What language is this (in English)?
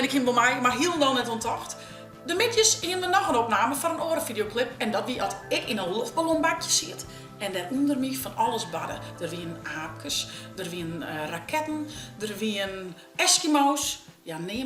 Western Frisian